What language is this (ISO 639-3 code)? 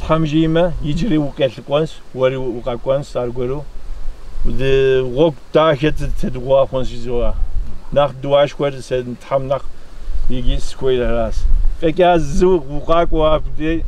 kbd